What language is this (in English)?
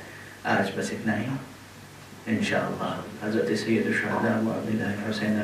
Urdu